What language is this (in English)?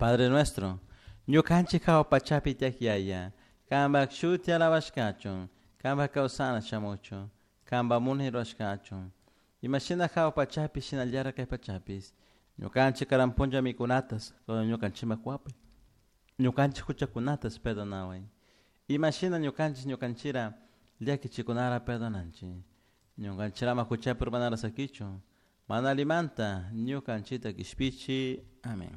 Chimborazo Highland Quichua